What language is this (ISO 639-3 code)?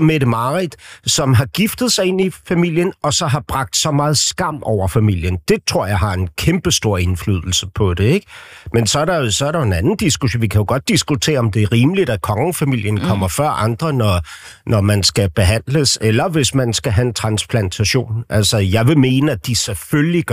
dan